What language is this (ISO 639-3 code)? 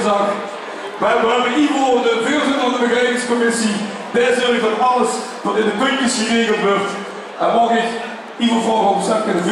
lim